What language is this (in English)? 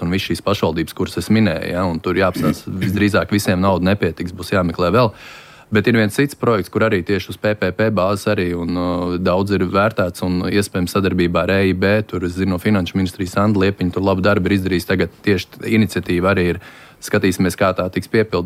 Latvian